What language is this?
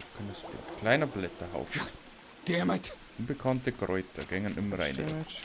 Bavarian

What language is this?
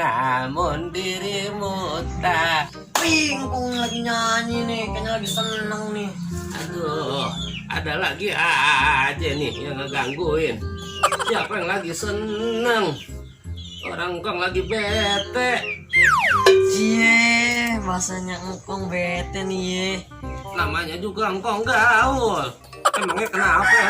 Betawi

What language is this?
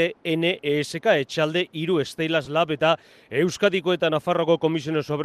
Basque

